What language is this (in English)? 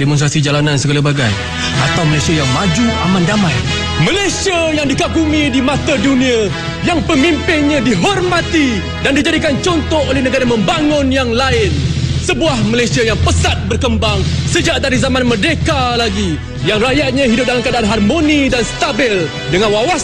Malay